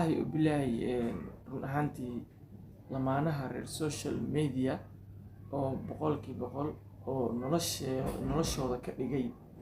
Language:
Somali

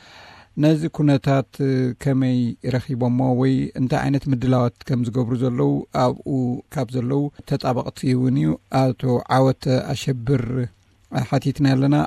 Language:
Tigrinya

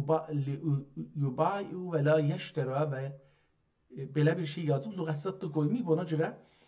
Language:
South Azerbaijani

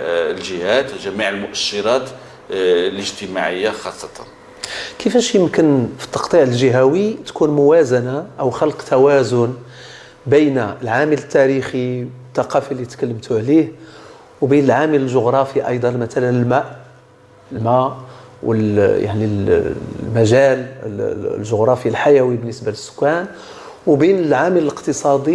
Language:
Moroccan Arabic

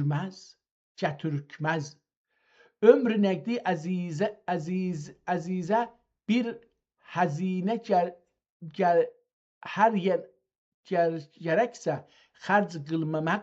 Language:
South Azerbaijani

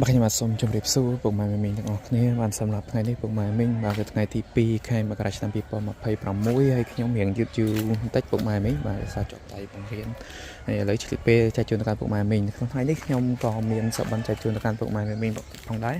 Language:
Khmer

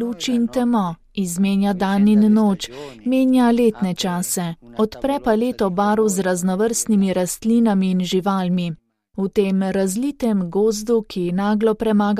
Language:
Slovenian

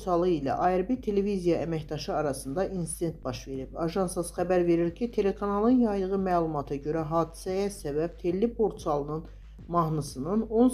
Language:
Azerbaijani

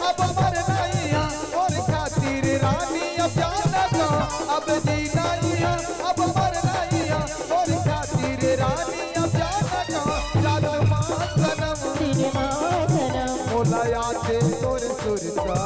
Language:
Chhattisgarhi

